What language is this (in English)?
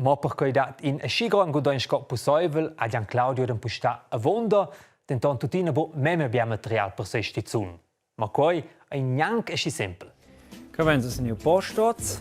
Romansh